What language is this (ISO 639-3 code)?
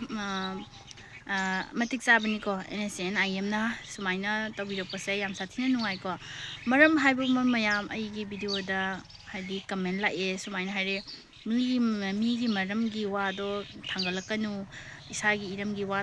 mni